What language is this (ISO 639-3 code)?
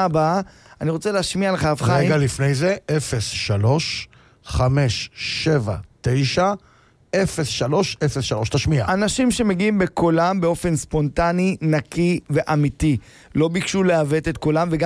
heb